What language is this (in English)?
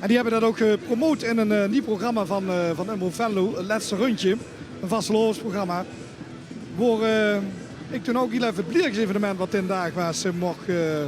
Limburgish